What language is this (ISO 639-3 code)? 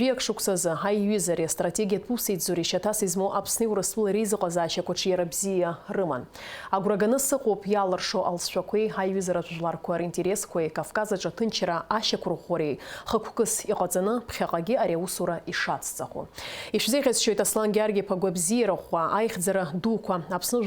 abk